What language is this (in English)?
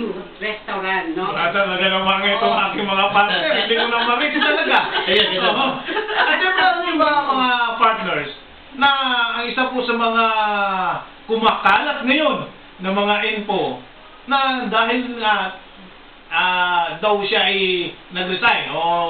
Filipino